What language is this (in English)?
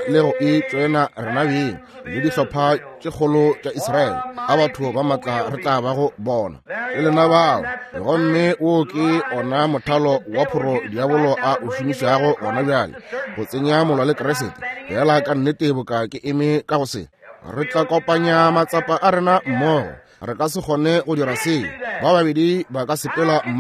Northern Sotho